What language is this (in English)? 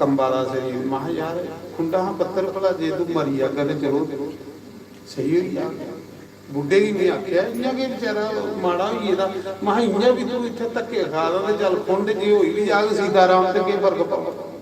Dogri